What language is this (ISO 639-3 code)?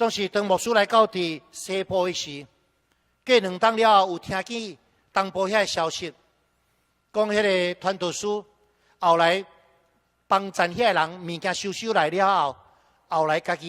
nan